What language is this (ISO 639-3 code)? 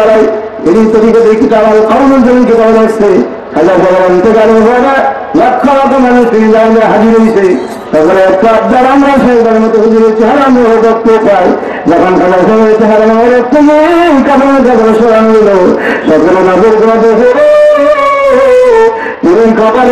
ben